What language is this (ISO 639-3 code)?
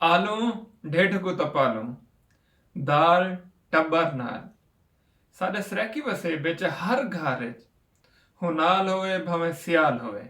skr